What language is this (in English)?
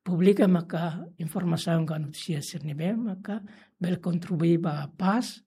Tetum